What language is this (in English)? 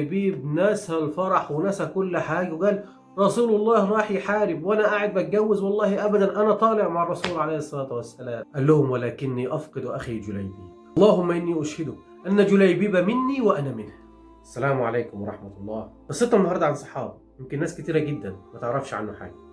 Egyptian Arabic